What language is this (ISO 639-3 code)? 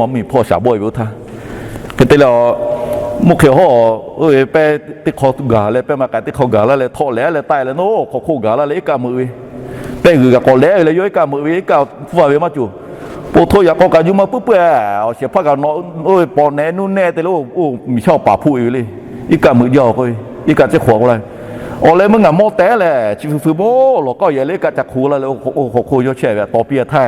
lhu